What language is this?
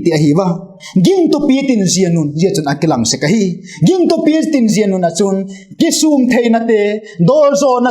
Vaiphei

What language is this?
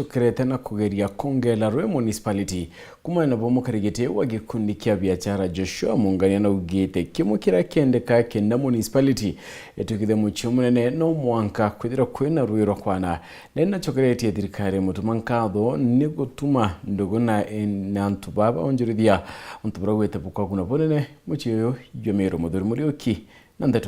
Meru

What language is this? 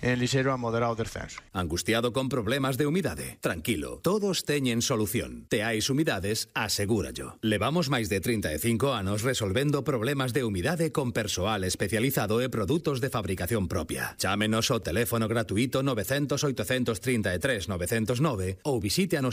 Galician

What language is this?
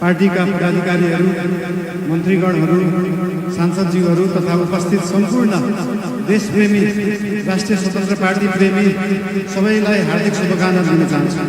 Nepali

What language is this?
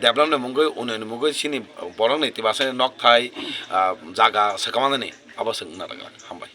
Kok Borok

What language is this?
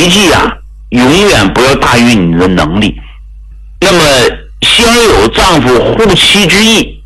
Chinese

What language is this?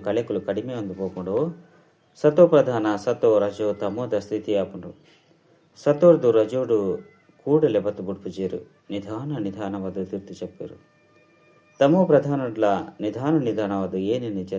Tulu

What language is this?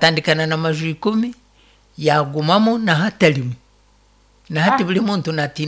Nyankole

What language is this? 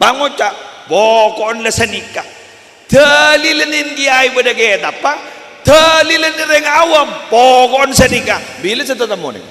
Madurese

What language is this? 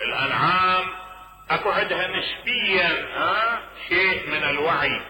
Mesopotamian Arabic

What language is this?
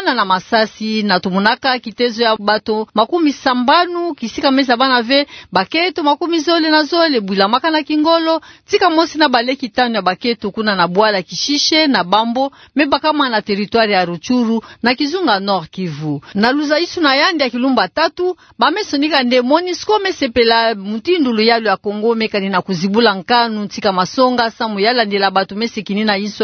Kituba (Democratic Republic of Congo)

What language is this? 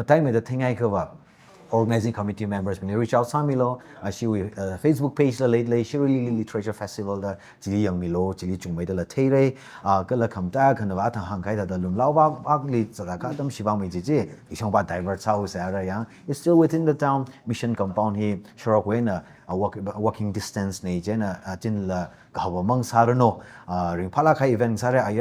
Tangkhul Naga (India)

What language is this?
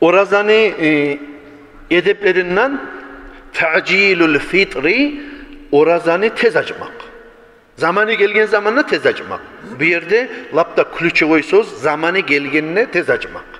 Kumyk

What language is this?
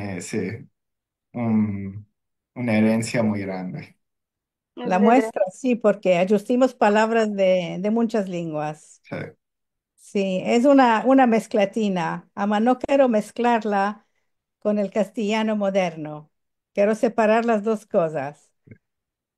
Ladino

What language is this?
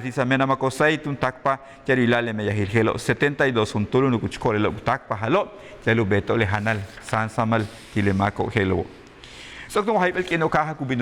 Yucateco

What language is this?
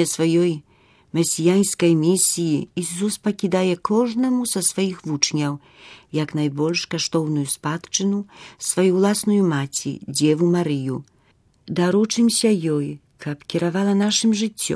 Belarusian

